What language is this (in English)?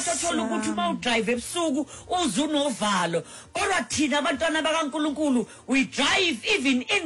Xhosa